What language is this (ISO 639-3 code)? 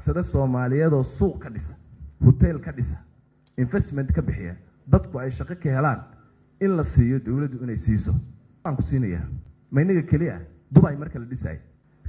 som